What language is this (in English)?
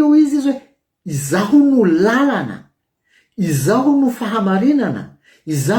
Malagasy